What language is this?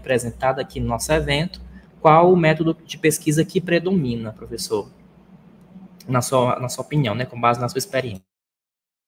Portuguese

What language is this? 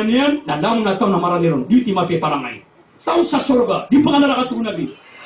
Maranao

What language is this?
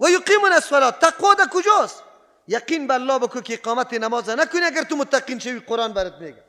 Persian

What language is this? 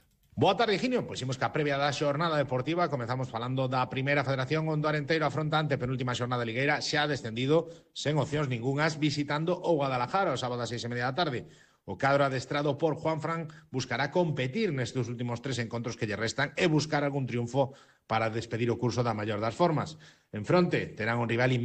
Galician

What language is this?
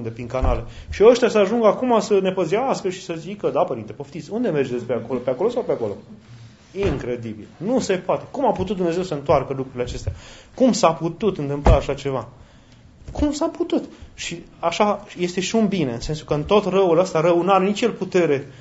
Romanian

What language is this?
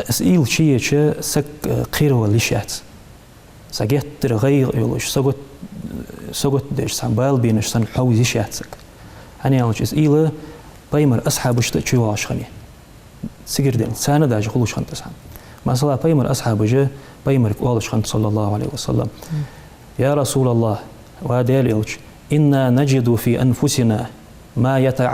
Ingush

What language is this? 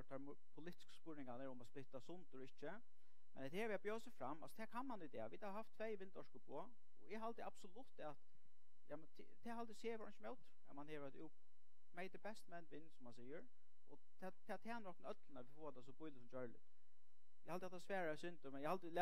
Faroese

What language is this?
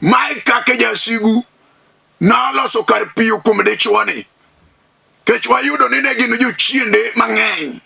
Luo (Kenya and Tanzania)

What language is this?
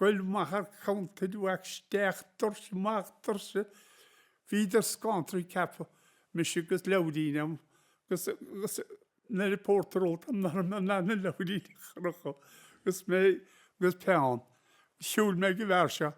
Irish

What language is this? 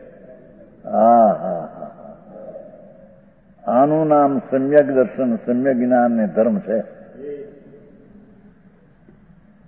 Gujarati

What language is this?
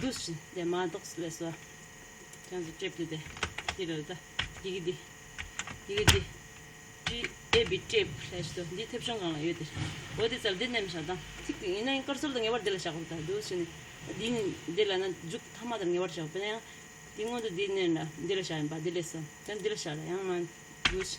Tibetan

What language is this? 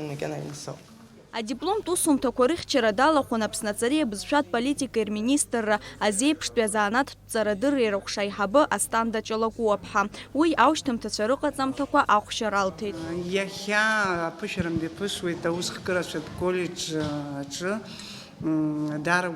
Abkhazian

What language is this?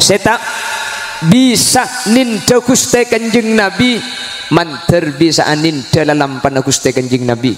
Madurese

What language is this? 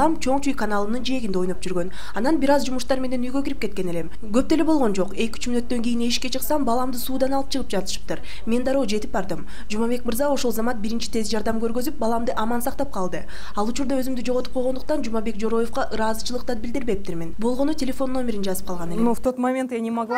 Kyrgyz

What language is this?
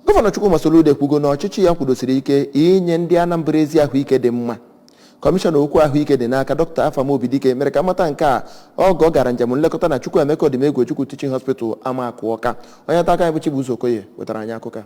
Igbo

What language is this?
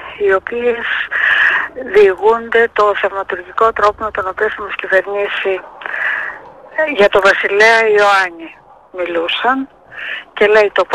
Greek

